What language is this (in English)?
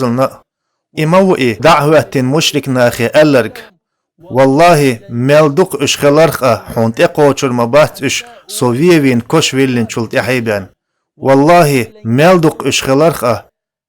Chechen